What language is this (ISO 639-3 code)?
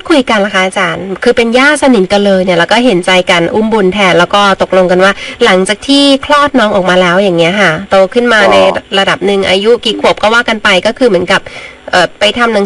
tha